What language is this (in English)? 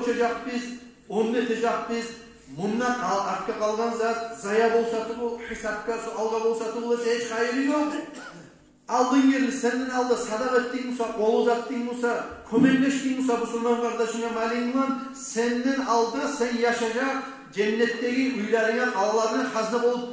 Kumyk